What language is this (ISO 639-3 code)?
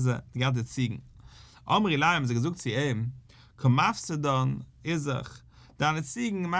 yid